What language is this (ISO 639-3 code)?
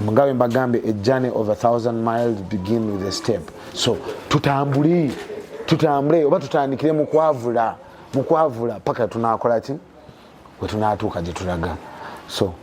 lug